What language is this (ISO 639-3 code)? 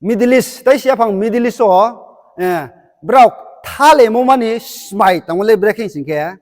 ria